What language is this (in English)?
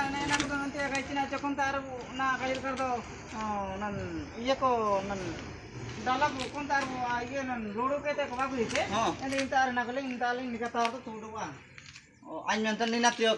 Ho